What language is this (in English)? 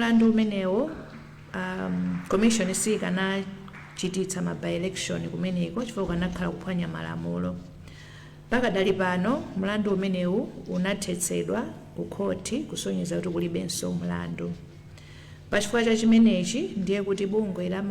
Nyanja